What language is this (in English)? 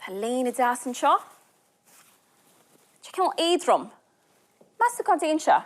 Irish